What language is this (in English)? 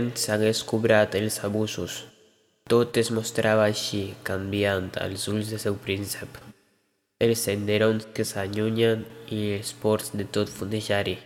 Catalan